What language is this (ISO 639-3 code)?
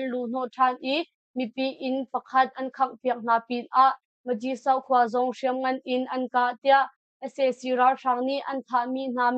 cnh